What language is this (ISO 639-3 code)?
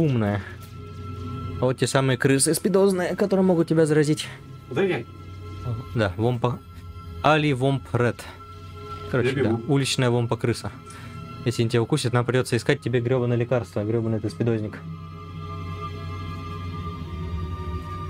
rus